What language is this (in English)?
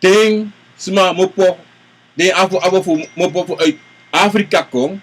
Sranan Tongo